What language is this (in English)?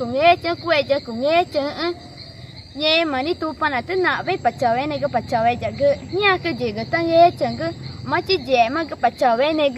Ticuna